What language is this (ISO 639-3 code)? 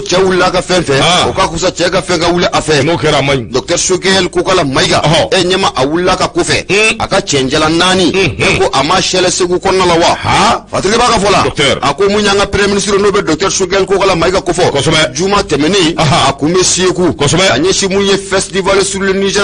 bam